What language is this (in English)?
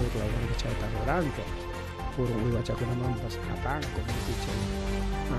Ayacucho Quechua